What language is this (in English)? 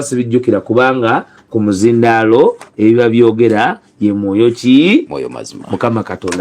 Ganda